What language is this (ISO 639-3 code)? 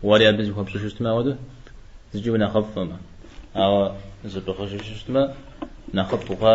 kbd